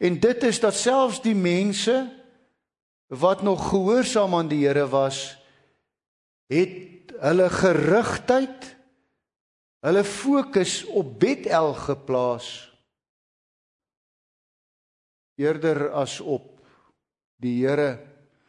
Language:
Afrikaans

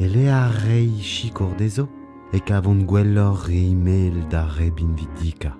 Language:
Breton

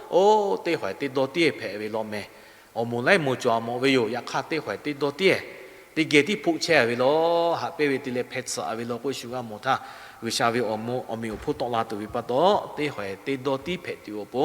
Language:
Lahu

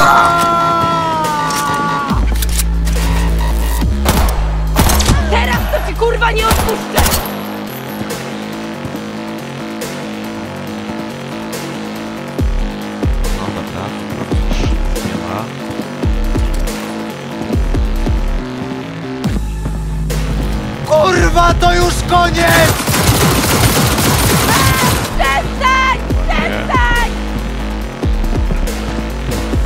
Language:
Polish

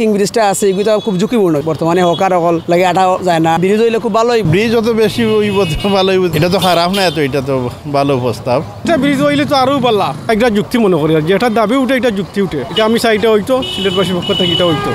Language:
Sylheti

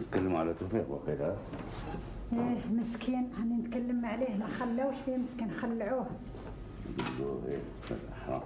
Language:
Algerian Arabic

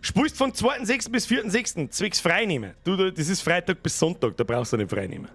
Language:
Bavarian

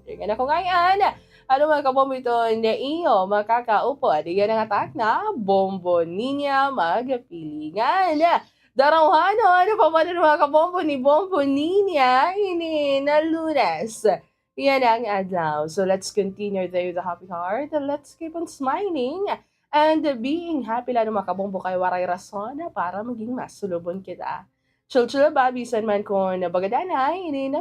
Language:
Waray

